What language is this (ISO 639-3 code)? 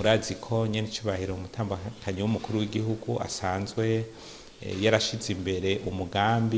run